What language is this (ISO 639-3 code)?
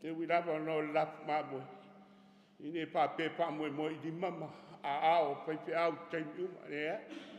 smo